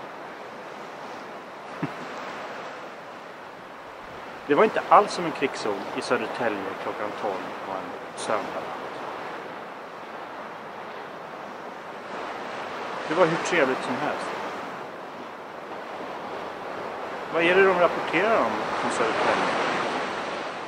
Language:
Swedish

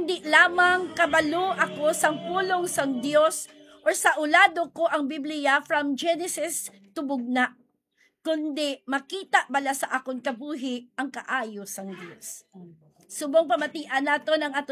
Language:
Hiligaynon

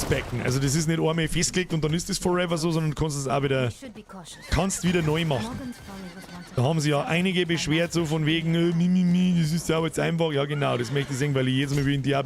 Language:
Bavarian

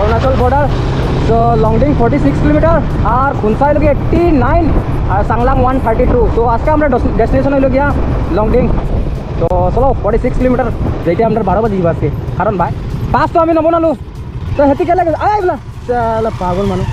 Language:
Sylheti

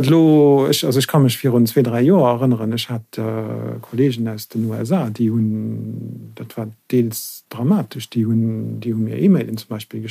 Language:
Luxembourgish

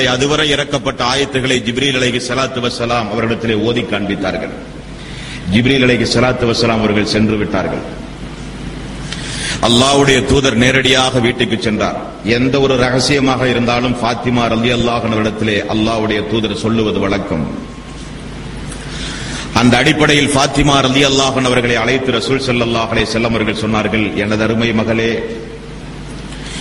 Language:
Tamil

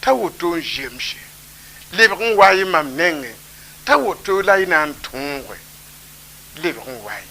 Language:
Mossi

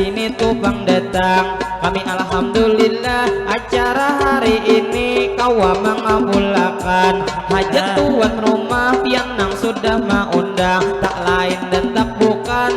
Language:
Banjar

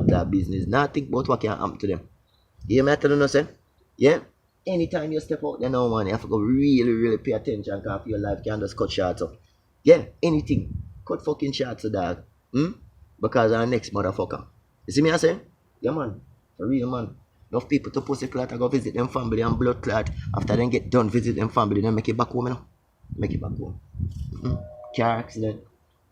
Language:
Jamaican Creole English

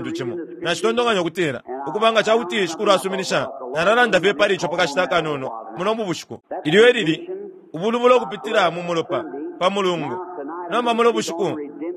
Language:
Bemba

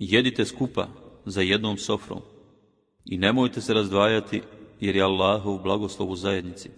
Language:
Bosnian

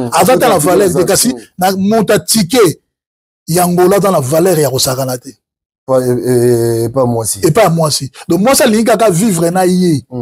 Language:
Lingala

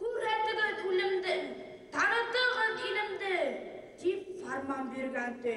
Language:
Bashkir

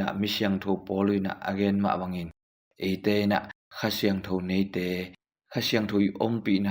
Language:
Tedim Chin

